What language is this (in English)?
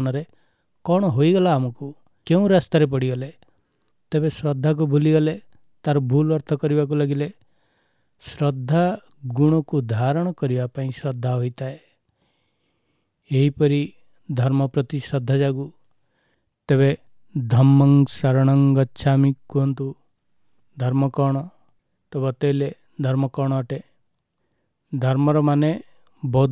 Odia